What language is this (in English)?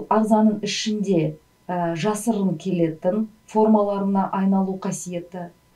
Kazakh